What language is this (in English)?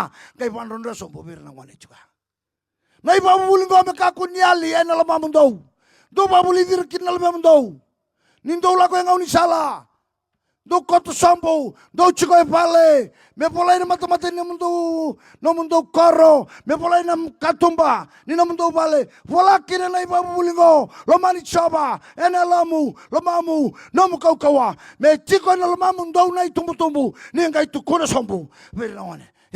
Fijian